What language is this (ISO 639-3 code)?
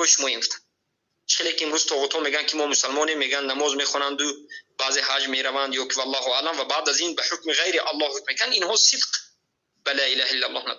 fas